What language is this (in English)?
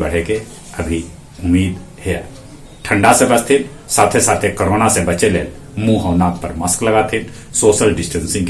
Magahi